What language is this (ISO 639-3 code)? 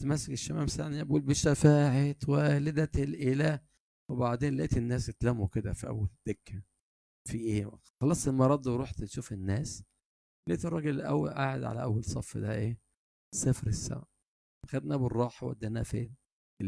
arz